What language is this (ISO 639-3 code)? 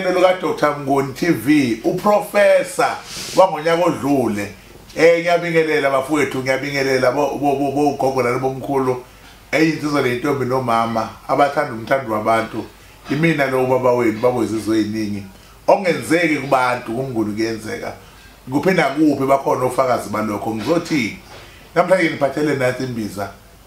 zul